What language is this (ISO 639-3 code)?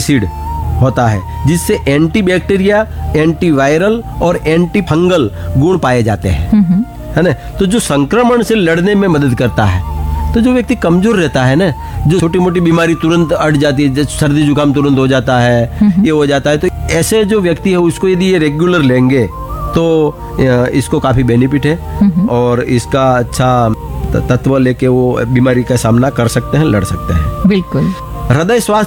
hin